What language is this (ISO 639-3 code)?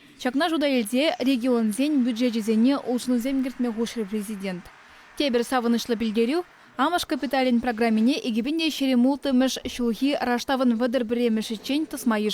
chv